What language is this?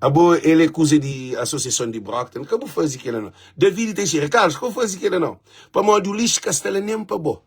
Kabuverdianu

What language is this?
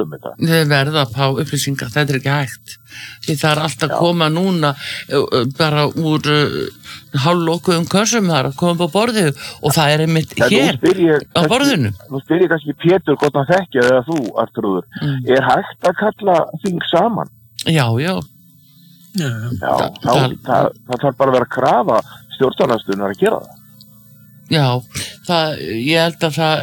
Icelandic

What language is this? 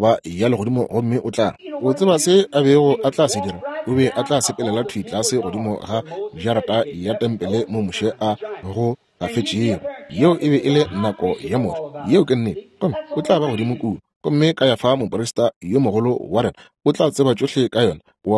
Northern Sotho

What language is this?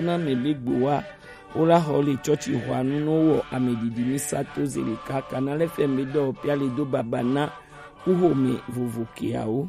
Gen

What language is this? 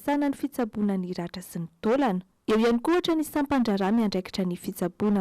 Malagasy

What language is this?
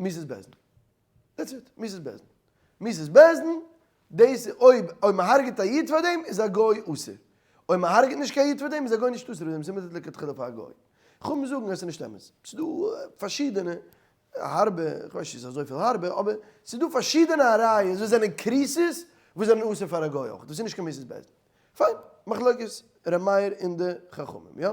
Yiddish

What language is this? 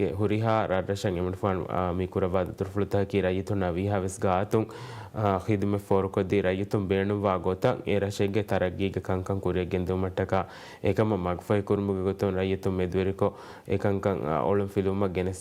Divehi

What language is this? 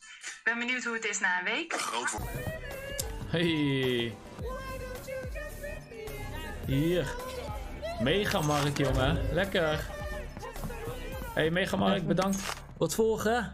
Dutch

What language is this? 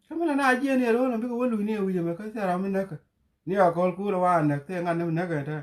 Nuer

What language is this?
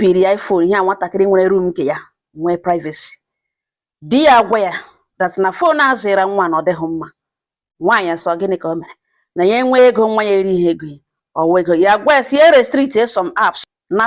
Igbo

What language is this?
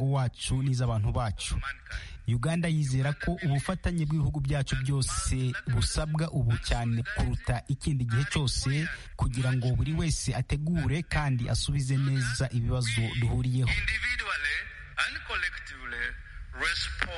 Kinyarwanda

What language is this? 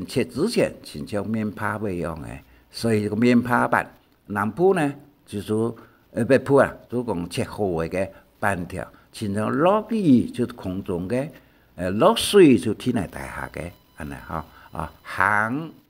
Hakka Chinese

